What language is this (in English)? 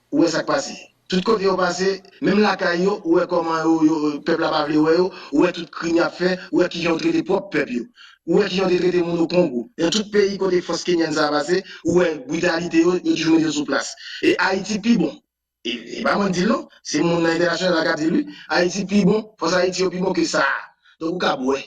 Haitian Creole